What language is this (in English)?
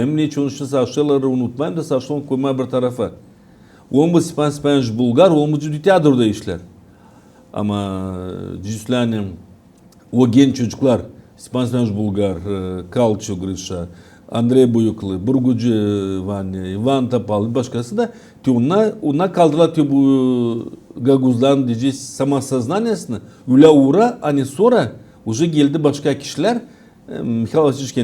Gagauz